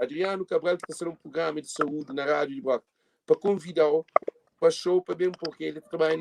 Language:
Kabuverdianu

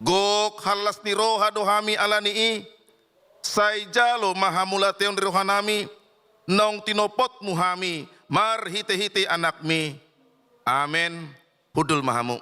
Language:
Batak Toba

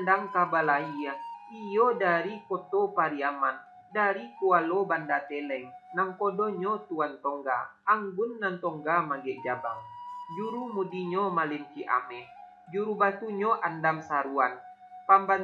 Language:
Minangkabau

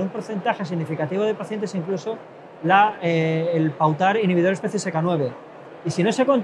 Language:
Spanish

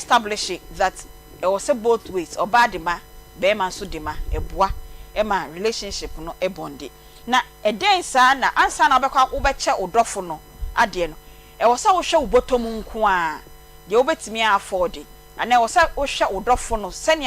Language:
Akan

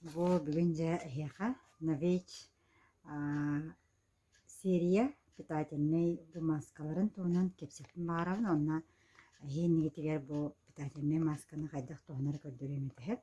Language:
Yakut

